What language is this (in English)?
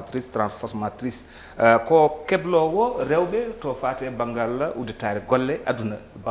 Fula